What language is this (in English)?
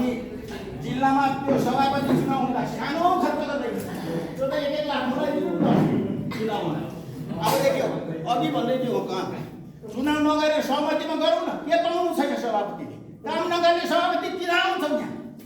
Nepali